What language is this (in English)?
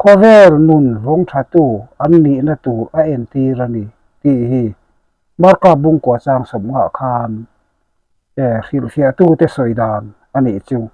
Mizo